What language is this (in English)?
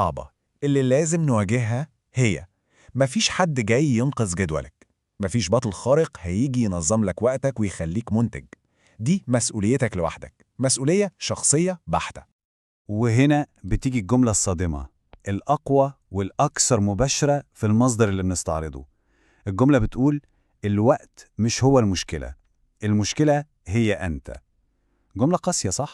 Egyptian Arabic